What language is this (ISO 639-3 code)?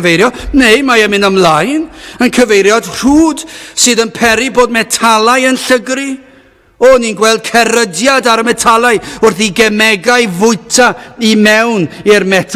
cym